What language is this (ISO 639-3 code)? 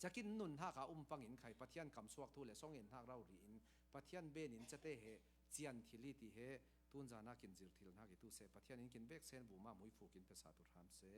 cfm